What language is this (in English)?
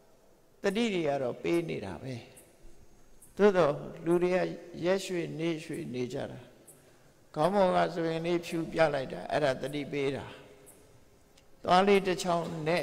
Burmese